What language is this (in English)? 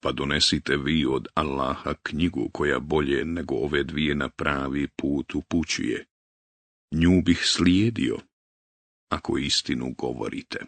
Bosnian